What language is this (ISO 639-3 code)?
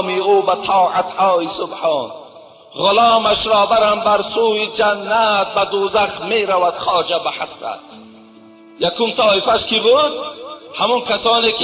tgk